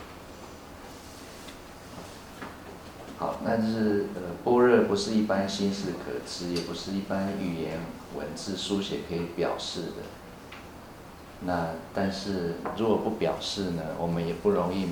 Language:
Chinese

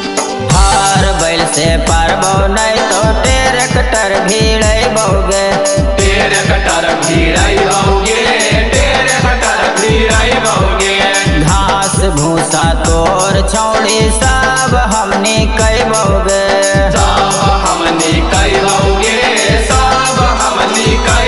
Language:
Magahi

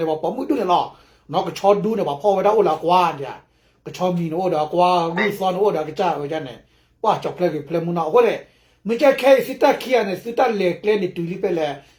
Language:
S'gaw Karen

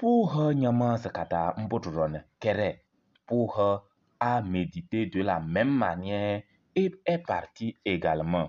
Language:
Kabiyè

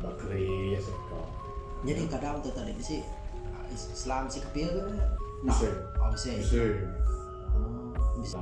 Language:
Iban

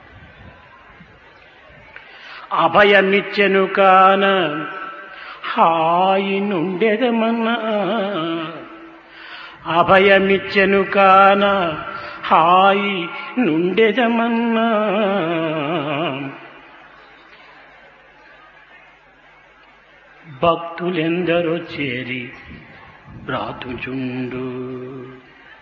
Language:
Telugu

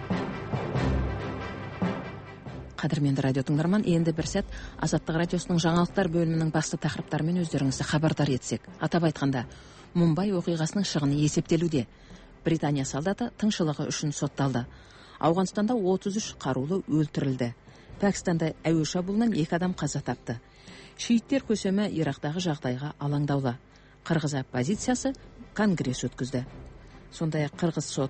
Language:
Kazakh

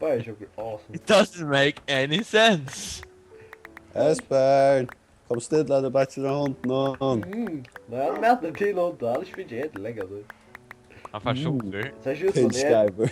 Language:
Faroese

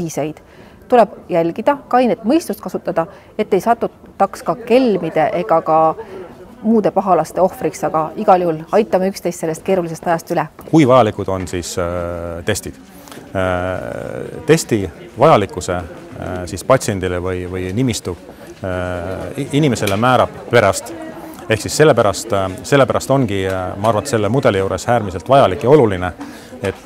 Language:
Estonian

